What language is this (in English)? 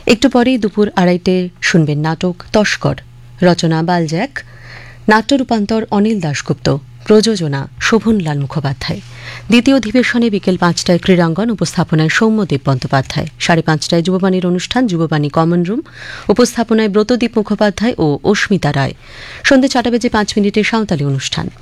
Bangla